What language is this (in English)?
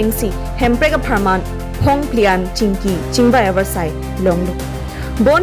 Karbi